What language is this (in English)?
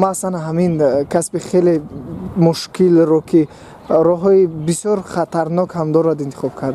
Tajik